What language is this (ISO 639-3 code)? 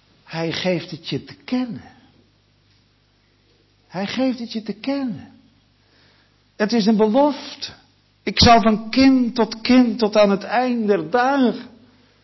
nld